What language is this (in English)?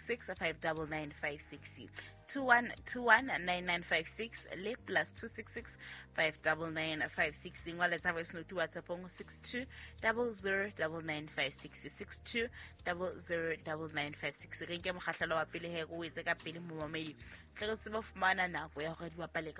Southern Sotho